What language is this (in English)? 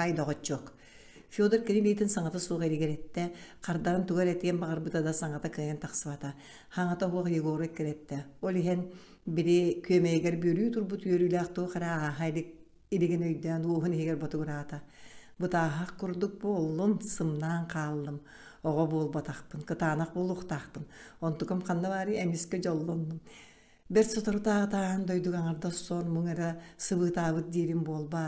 Yakut